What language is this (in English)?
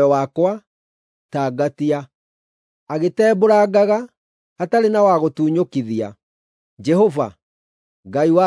Kikuyu